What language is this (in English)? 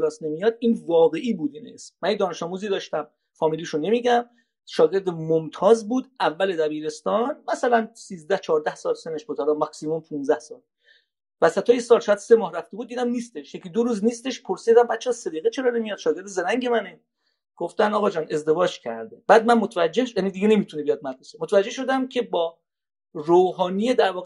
Persian